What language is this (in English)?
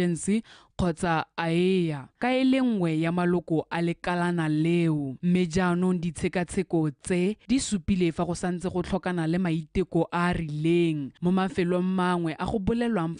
Tswana